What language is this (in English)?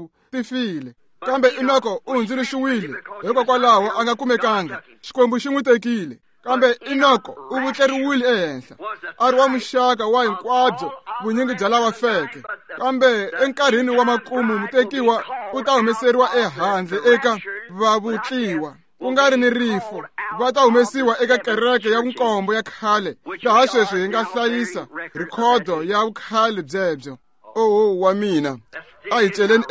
Tsonga